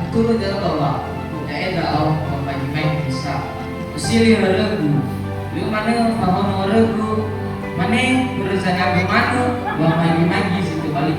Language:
Nias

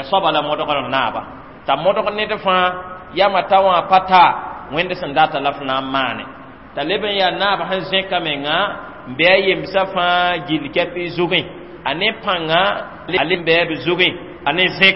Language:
Mossi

